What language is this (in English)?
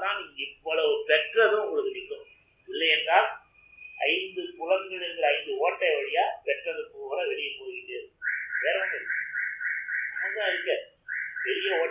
Tamil